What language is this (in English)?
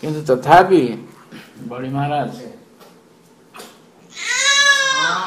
Odia